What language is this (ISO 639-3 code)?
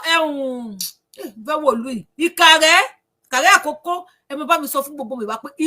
yor